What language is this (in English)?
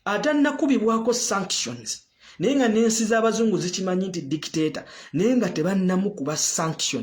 Ganda